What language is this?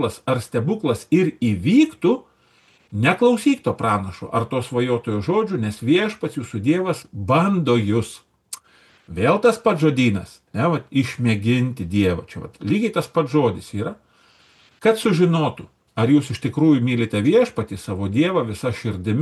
Lithuanian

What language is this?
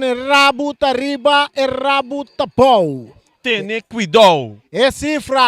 Papiamento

